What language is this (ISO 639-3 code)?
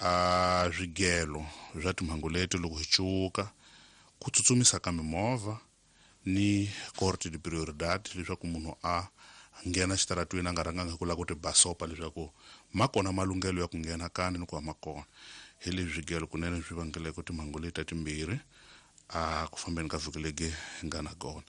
tso